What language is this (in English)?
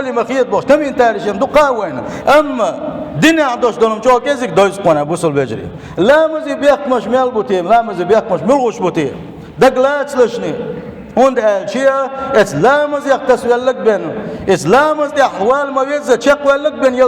Chechen